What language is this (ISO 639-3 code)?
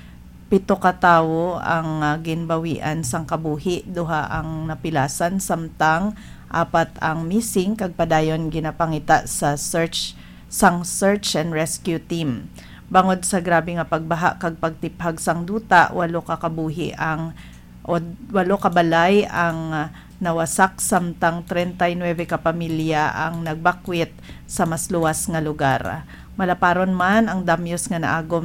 hil